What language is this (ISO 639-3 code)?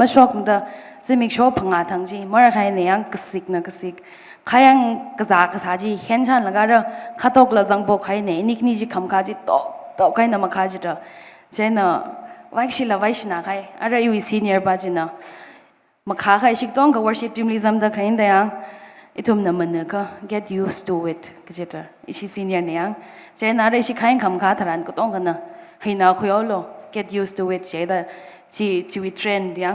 nmf